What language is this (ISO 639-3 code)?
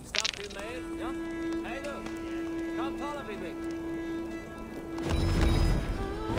isl